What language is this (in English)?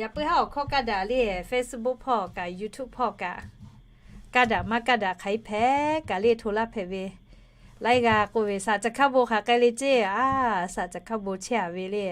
Lahu